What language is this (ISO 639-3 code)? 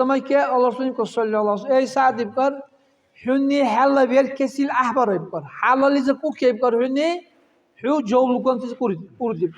dar